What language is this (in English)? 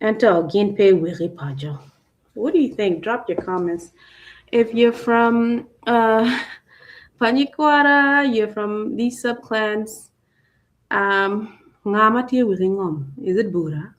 Acoli